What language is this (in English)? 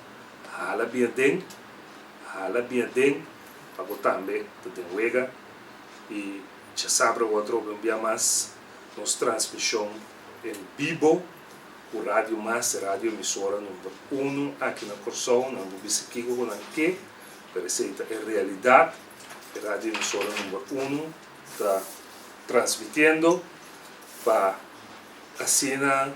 Papiamento